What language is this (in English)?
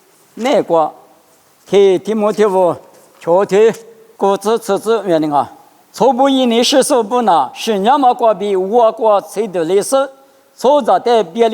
Lisu